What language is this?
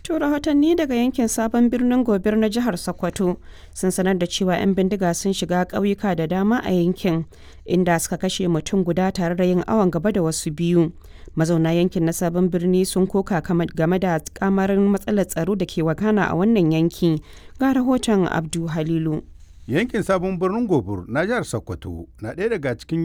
Hausa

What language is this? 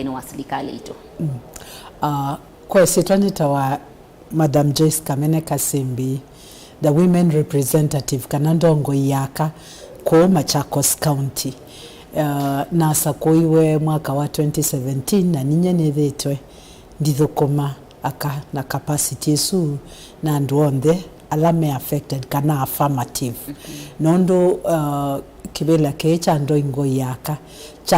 Kamba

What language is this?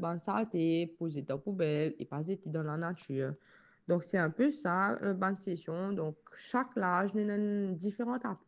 Morisyen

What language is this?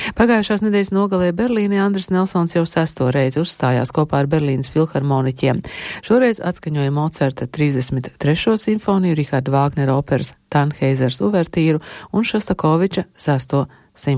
Latvian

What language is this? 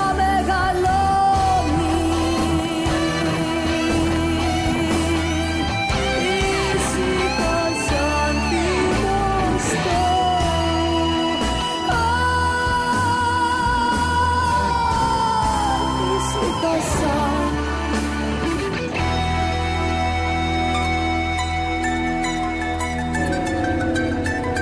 Greek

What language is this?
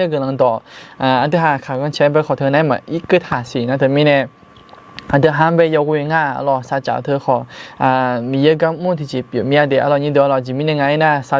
Akha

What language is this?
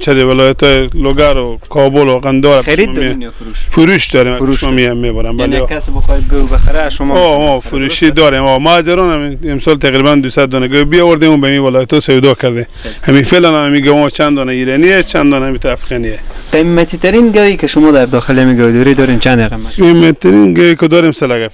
Persian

